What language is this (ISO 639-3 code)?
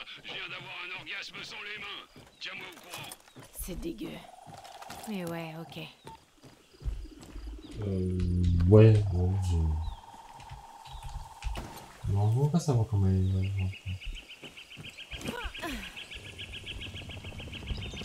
fra